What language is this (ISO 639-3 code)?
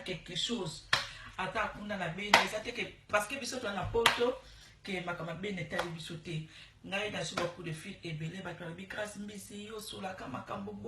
lin